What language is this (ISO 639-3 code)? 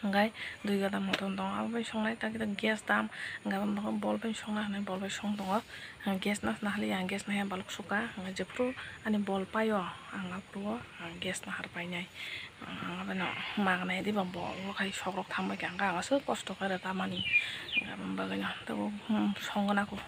trp